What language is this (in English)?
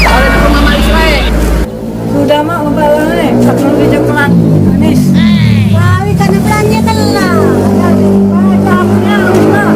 Musi